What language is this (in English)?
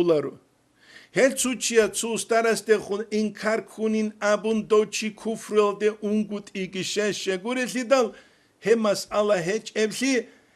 Avaric